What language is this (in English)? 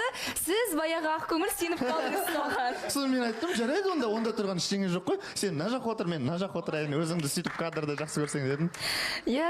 Kazakh